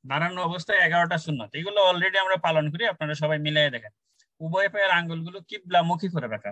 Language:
Bangla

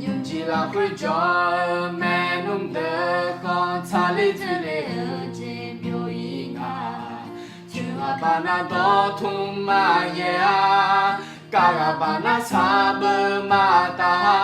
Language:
Akha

